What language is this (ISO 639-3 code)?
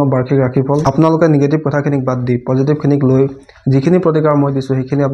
asm